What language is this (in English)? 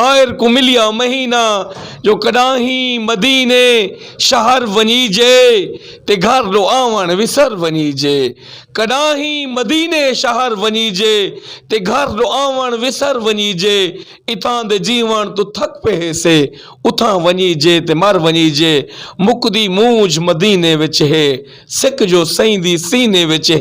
Saraiki